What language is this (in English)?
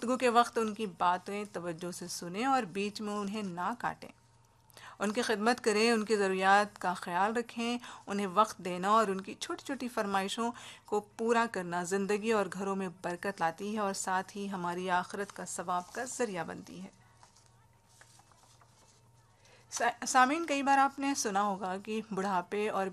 Urdu